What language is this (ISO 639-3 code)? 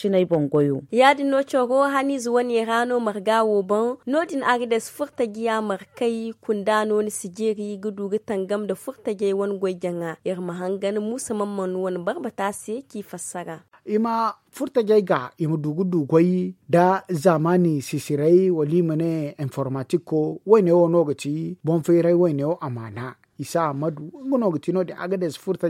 dje